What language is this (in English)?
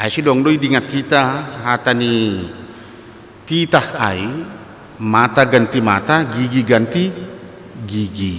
Batak Simalungun